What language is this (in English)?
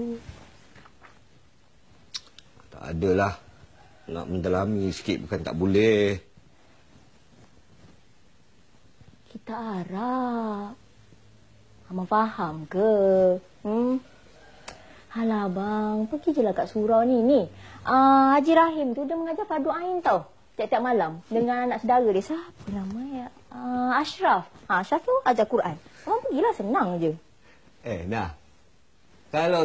Malay